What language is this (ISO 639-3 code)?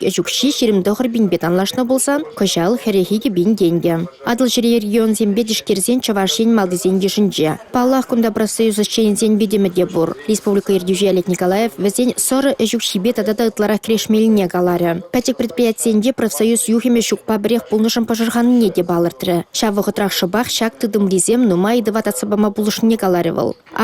chv